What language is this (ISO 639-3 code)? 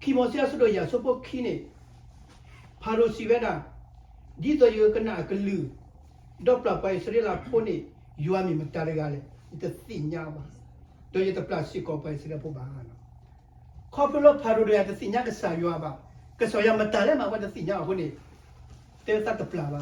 ksw